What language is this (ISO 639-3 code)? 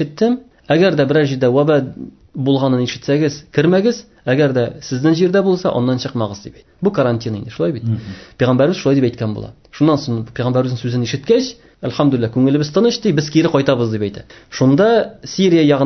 tat